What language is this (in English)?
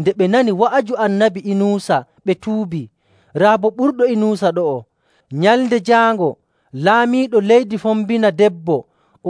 Nigerian Fulfulde